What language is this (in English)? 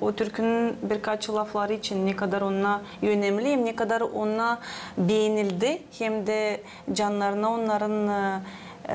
Gagauz